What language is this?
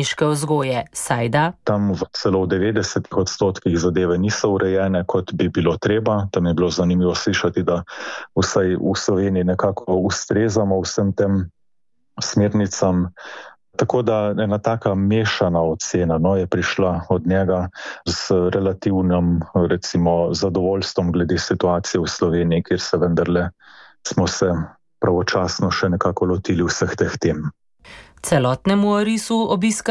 Slovenian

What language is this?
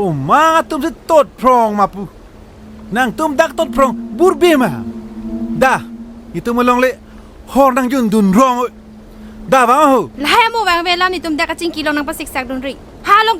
Karbi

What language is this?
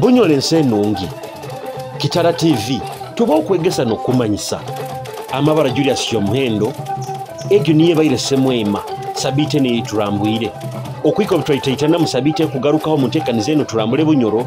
Nyoro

